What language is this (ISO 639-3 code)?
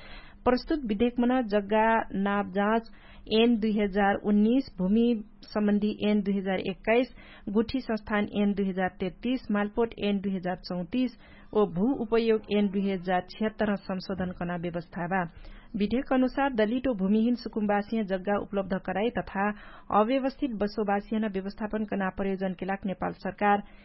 thl